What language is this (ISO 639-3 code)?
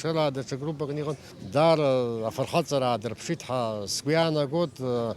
abk